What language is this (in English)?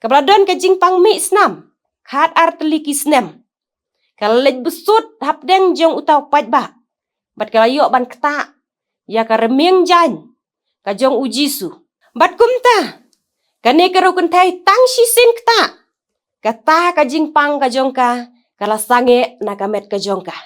Khasi